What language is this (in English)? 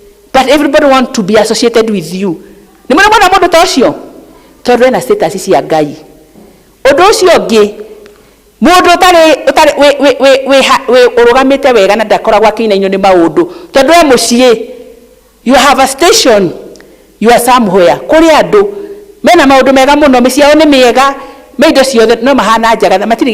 Kikuyu